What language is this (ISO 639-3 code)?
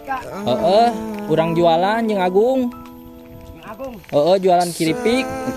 sun